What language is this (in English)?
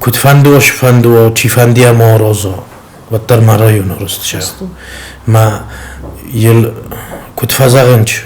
Ossetic